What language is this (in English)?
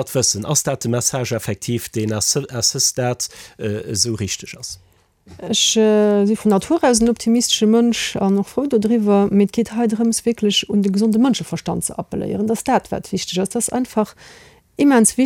Luxembourgish